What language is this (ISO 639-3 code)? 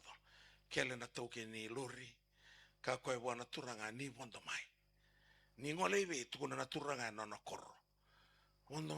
fij